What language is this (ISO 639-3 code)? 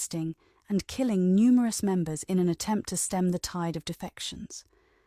eng